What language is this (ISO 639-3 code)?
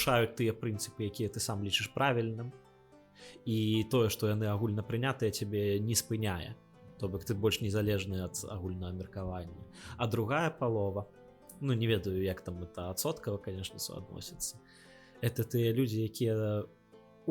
bel